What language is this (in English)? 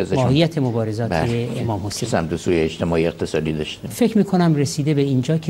Persian